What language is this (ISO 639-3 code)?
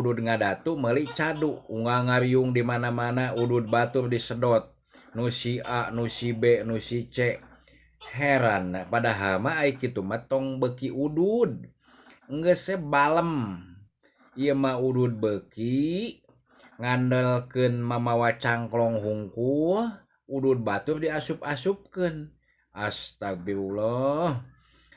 sun